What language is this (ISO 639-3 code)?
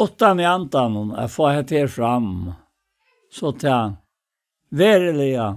fao